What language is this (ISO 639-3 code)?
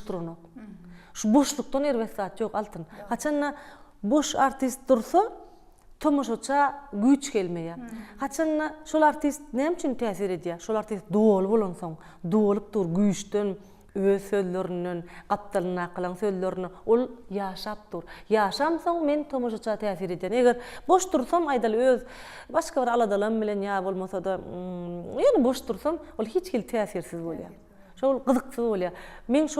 tuk